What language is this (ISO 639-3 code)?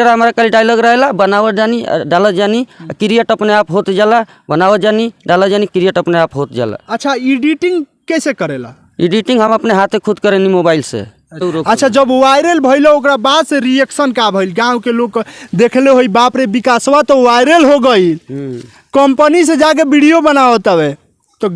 bho